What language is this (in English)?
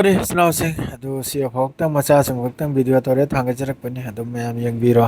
Manipuri